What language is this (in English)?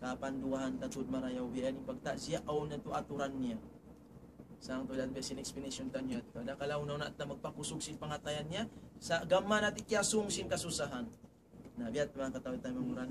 Tausug